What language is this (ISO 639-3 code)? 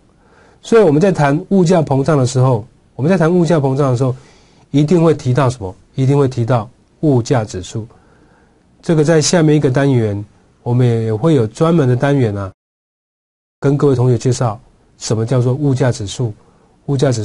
zho